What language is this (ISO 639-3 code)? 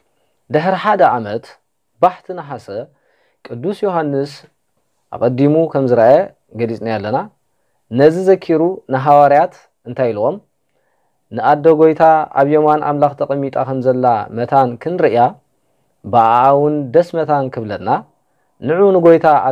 tir